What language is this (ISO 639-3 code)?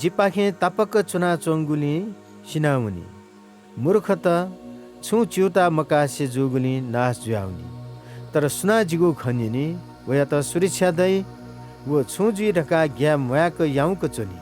new